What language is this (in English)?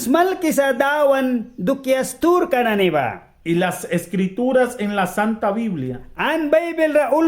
Mískito